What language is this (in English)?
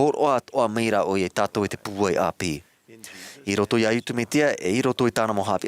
Tahitian